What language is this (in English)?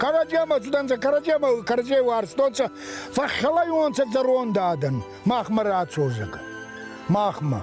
Ossetic